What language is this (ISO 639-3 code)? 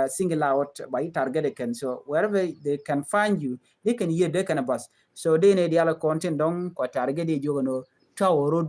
nus